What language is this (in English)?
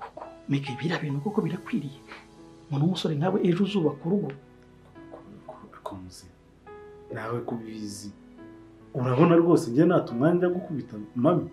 Kinyarwanda